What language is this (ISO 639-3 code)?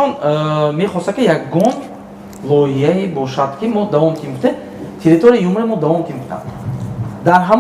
tgk